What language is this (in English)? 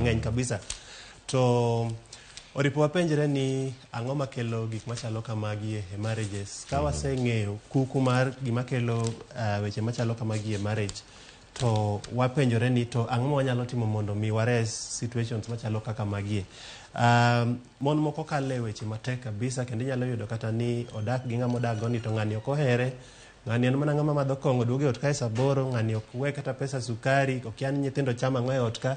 Luo (Kenya and Tanzania)